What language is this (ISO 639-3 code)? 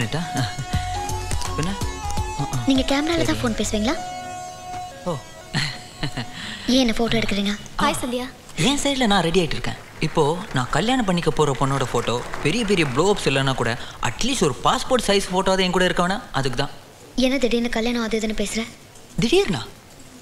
tam